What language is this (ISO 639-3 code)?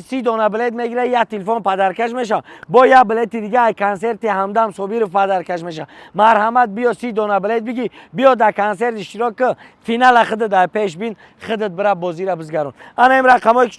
tgk